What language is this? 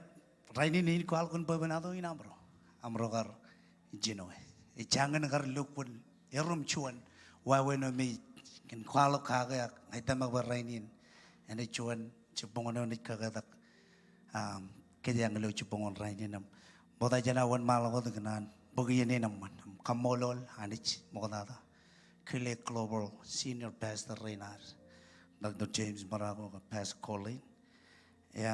Marshallese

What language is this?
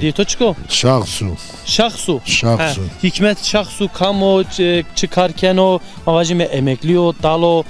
Zaza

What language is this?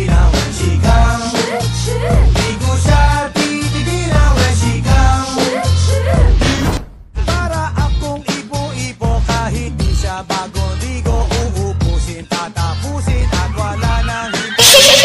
Filipino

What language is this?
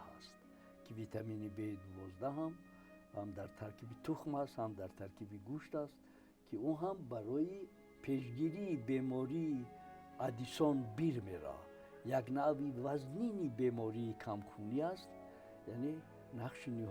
Tajik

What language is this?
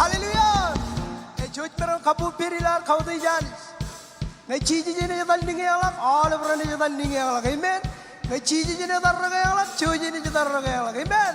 Marshallese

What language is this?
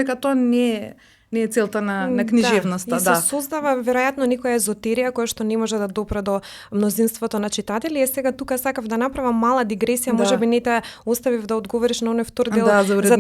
Macedonian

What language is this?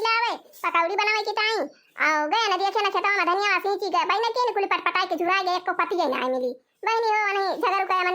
Awadhi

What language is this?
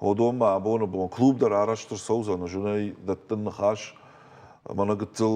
Ossetic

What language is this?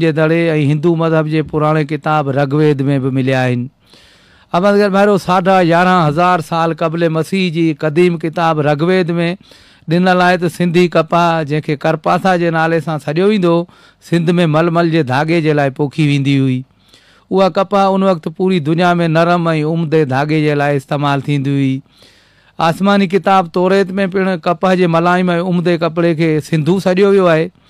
Sindhi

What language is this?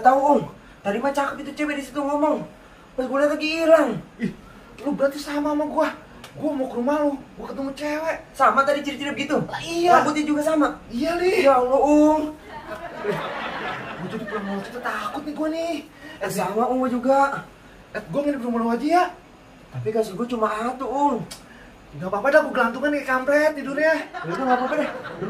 Betawi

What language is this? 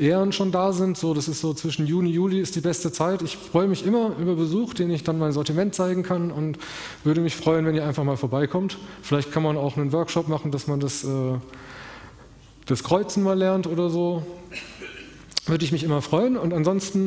German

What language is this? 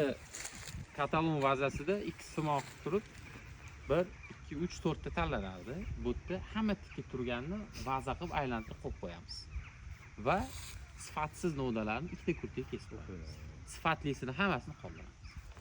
Uzbek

